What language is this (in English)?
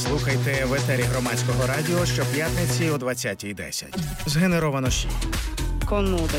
Ukrainian